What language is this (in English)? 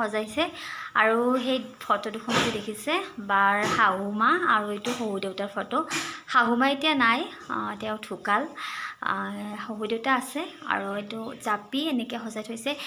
Assamese